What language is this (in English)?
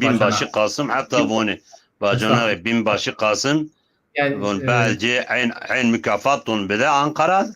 Zaza